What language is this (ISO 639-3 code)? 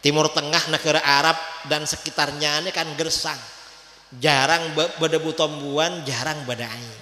mad